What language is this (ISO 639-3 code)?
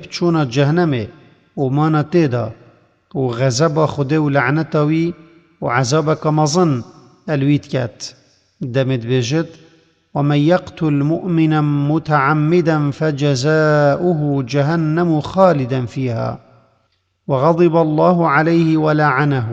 kur